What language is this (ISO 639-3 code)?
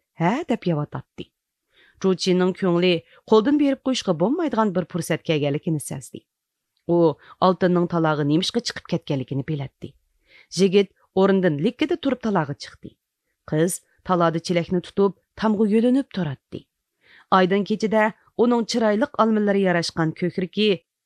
uig